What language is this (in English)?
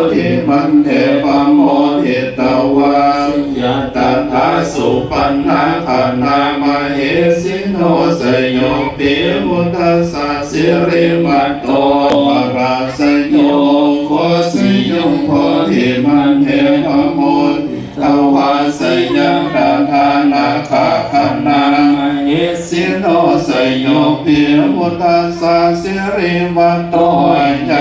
Pali